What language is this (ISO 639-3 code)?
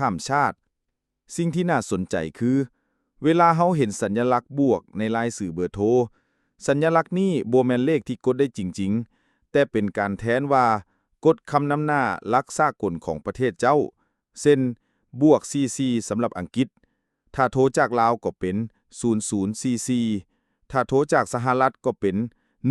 lao